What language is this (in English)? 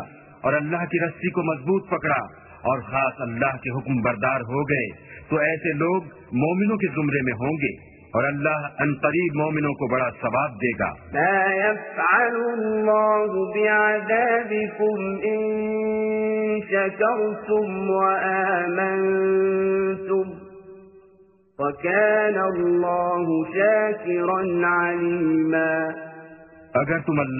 Urdu